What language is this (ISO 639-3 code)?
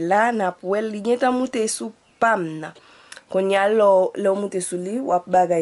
hat